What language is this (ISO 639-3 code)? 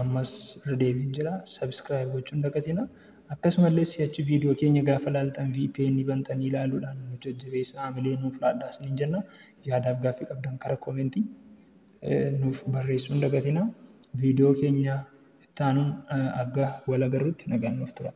orm